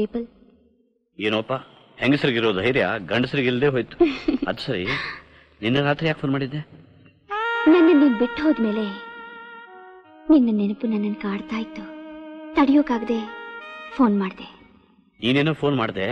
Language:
Kannada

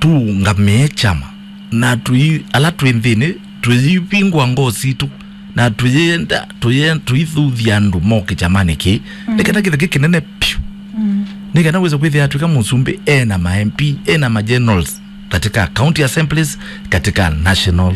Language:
Kamba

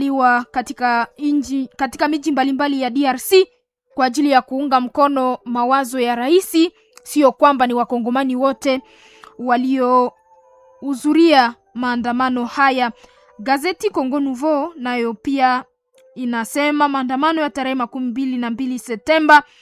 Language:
Swahili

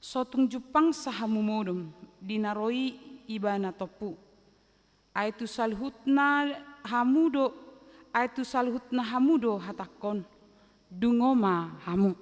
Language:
Batak Toba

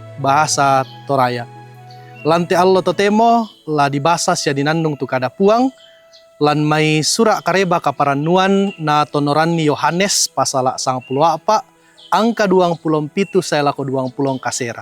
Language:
Toraja-Sa'dan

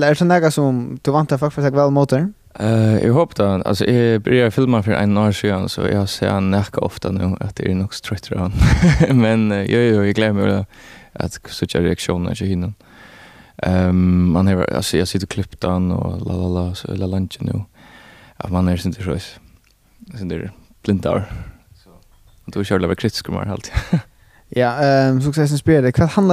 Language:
Faroese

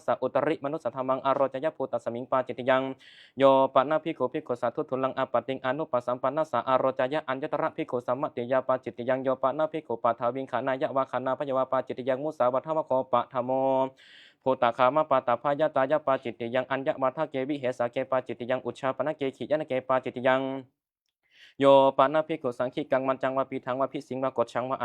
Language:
Pali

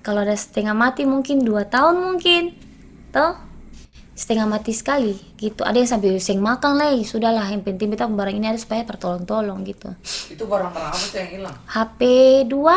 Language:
Ambonese Malay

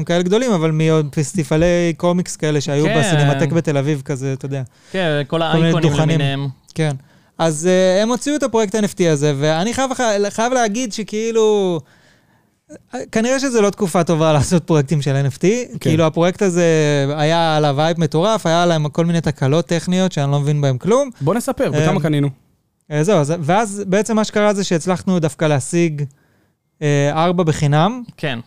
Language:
Hebrew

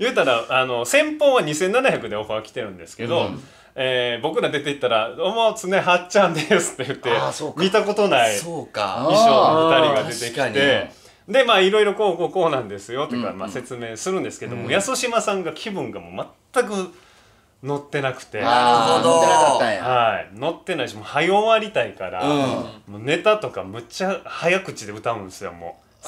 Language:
Japanese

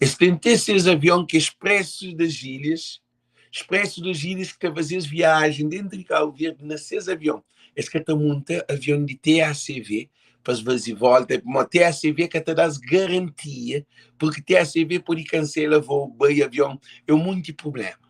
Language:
Kabuverdianu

